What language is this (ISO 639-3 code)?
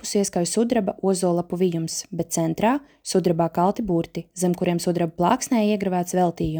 lav